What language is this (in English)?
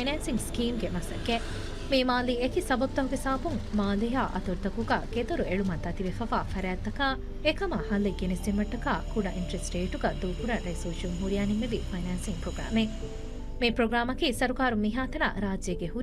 Divehi